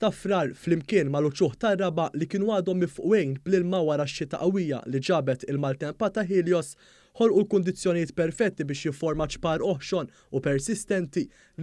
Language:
Maltese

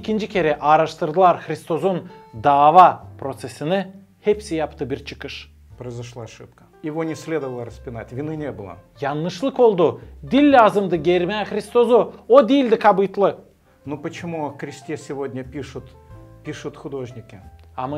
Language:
Gagauz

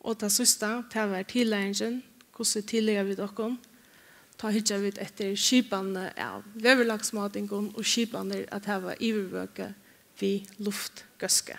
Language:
Faroese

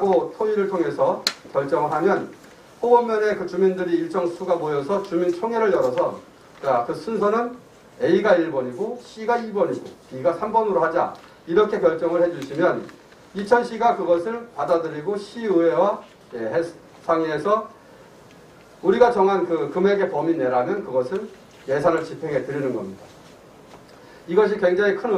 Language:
Korean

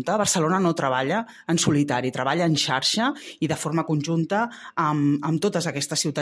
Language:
Catalan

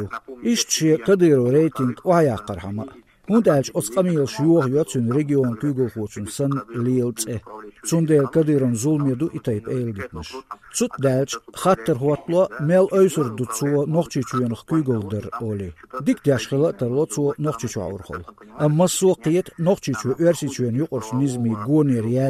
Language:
Chechen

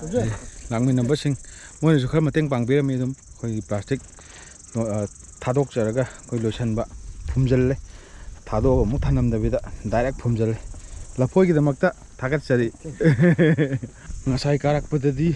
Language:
Manipuri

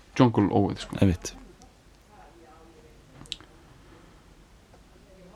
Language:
Icelandic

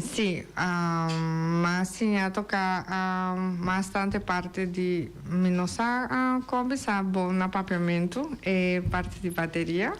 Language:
Papiamento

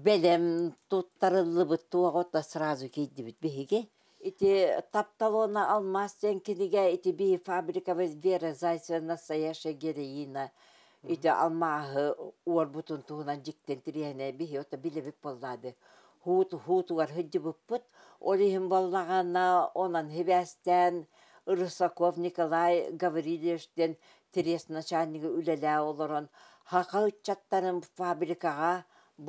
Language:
Yakut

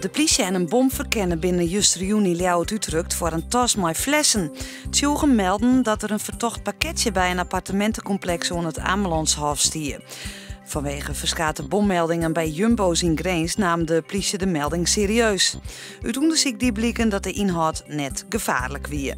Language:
Western Frisian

